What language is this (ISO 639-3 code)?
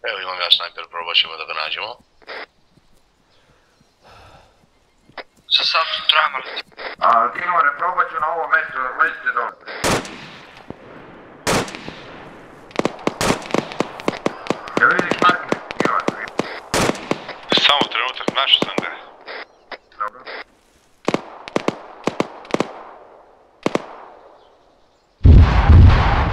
hrv